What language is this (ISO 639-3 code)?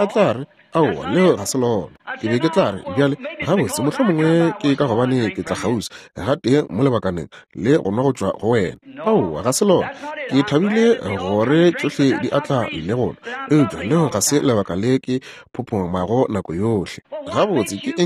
nso